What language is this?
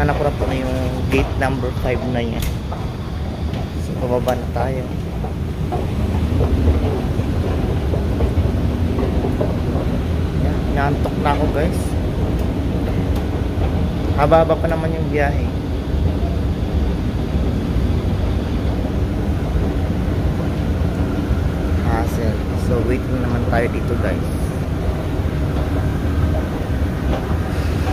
Filipino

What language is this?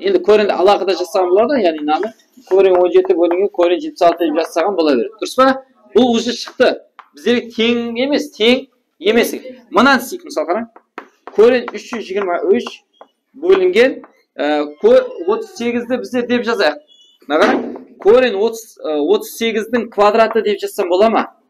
Kara-Kalpak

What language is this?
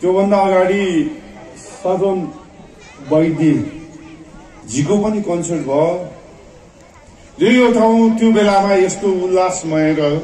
Nepali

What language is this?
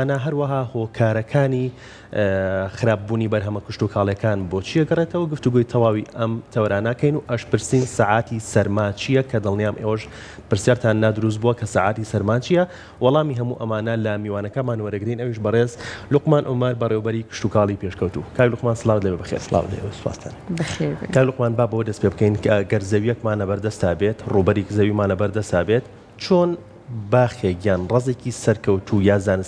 Central Kurdish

